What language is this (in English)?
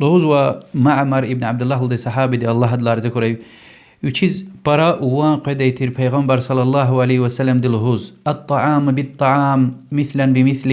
Lezghian